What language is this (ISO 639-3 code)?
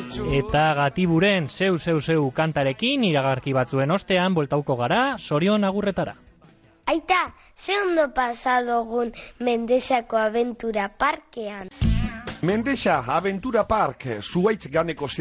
eus